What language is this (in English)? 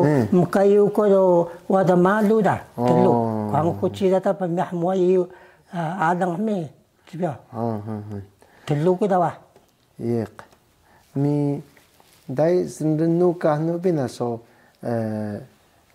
Taroko